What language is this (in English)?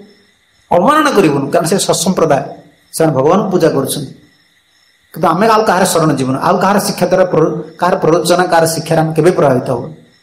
Odia